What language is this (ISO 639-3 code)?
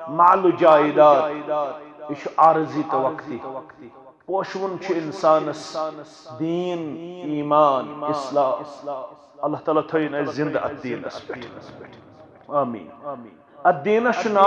kas